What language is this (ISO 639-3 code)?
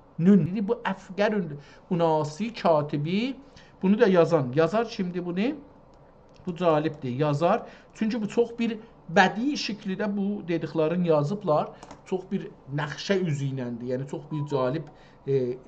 azb